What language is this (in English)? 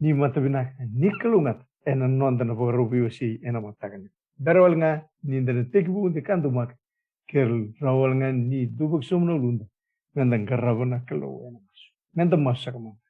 Fijian